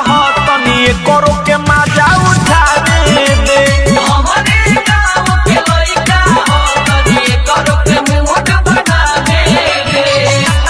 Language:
Bhojpuri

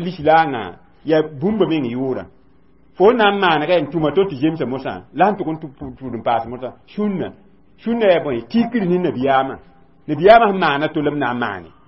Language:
Mossi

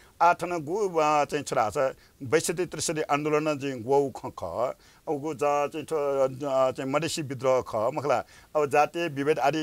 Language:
Newari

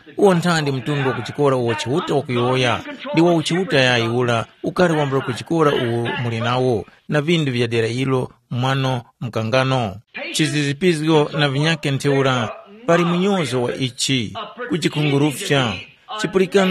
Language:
Tumbuka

